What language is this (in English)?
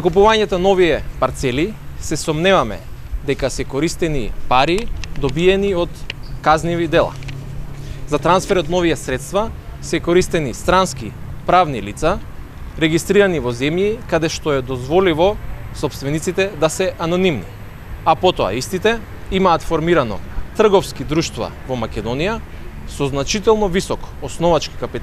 Macedonian